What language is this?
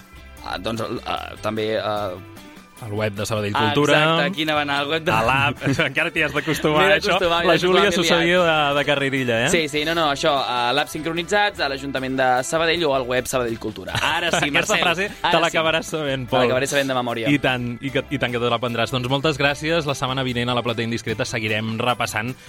Catalan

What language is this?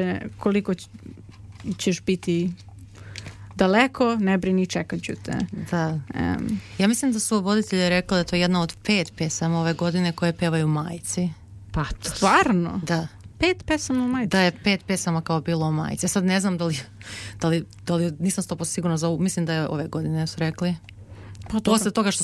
Serbian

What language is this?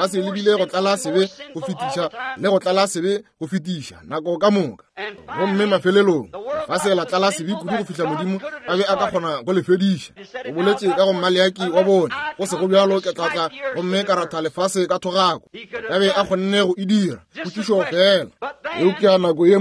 Northern Sotho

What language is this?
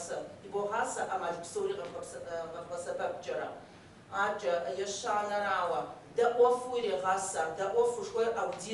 Kabardian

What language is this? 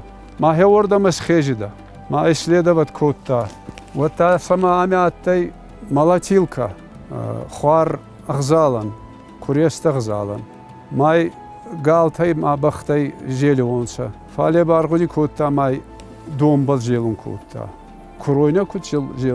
Ossetic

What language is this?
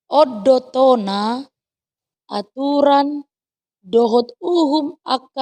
Batak Toba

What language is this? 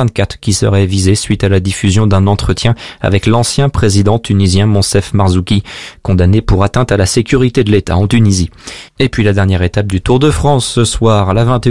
French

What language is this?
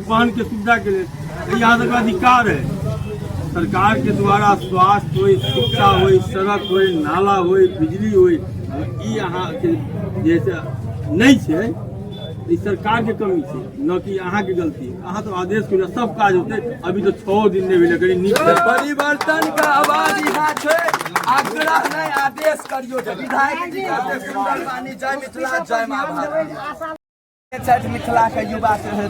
Maithili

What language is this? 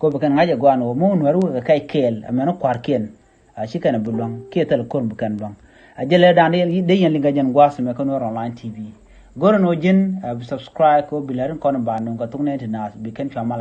Nuer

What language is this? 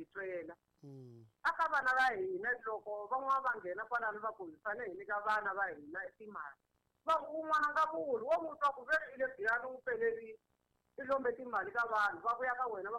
Tsonga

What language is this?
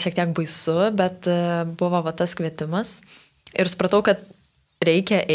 Lithuanian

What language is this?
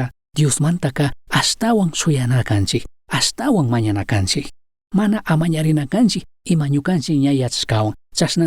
Chimborazo Highland Quichua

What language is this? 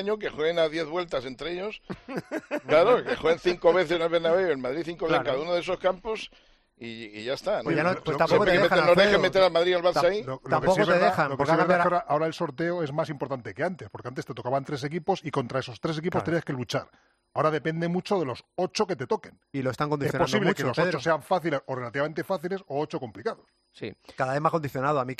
Spanish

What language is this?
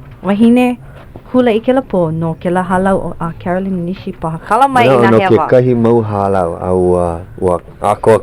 Hawaiian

